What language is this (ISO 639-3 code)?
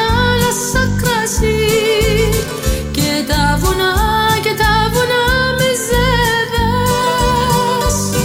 ell